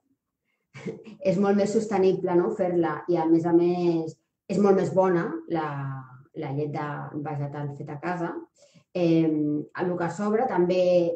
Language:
Catalan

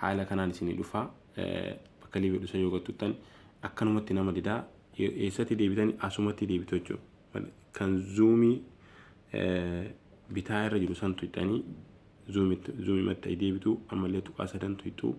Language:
Oromo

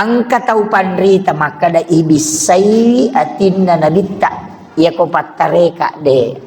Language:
Buginese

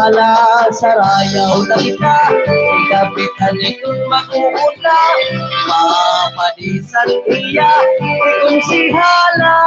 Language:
Waray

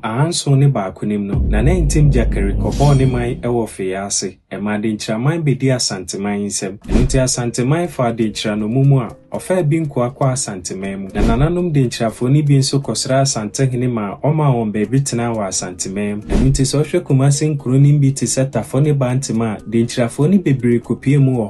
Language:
Akan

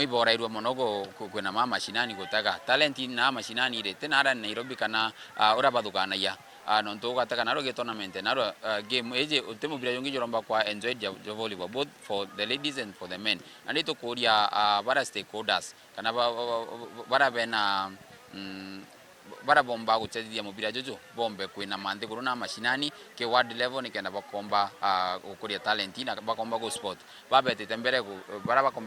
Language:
Meru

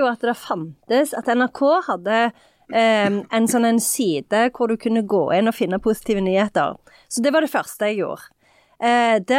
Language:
Norwegian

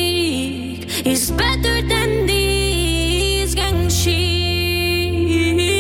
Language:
Hungarian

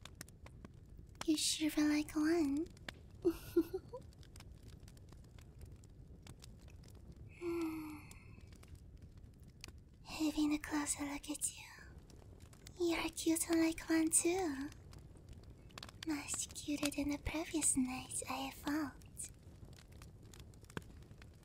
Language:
English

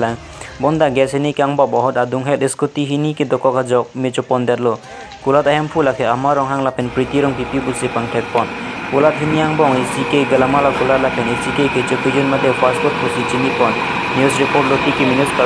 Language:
Karbi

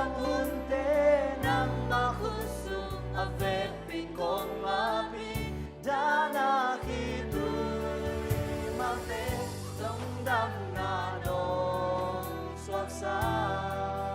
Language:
Tedim Chin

